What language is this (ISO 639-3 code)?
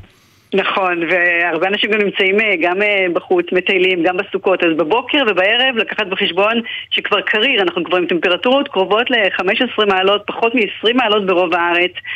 heb